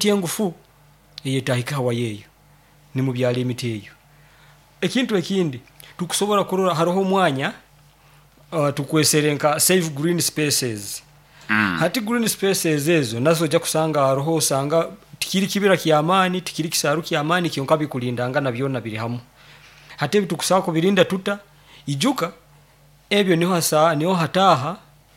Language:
Nyoro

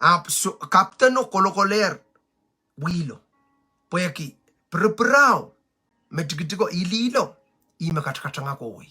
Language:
Pohnpeian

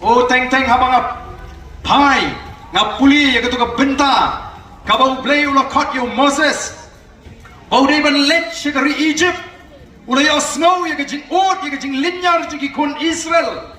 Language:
Khasi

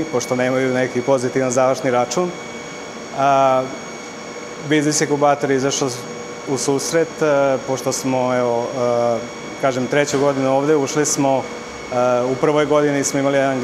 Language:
Serbian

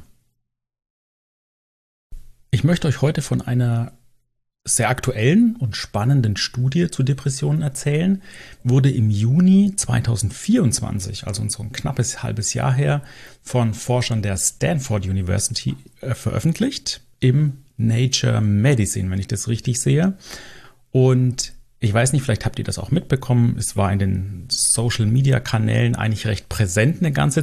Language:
German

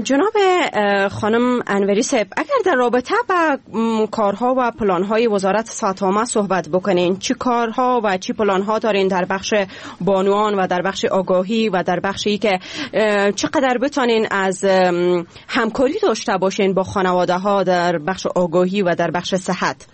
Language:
Persian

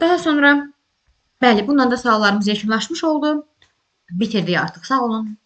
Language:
Azerbaijani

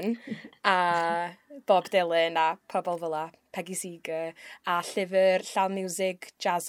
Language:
Welsh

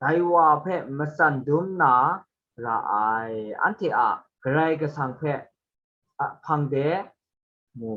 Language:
Kachin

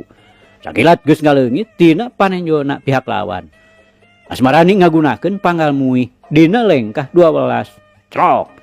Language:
Sundanese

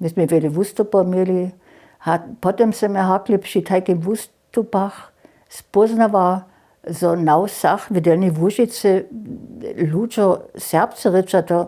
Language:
Upper Sorbian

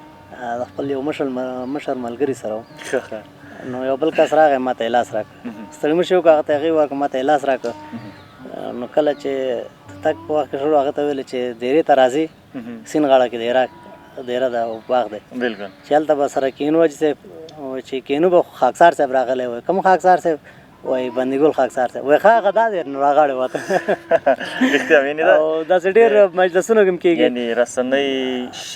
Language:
Pashto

